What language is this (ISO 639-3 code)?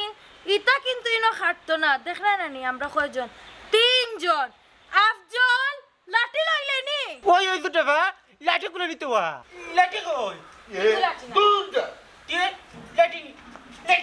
syl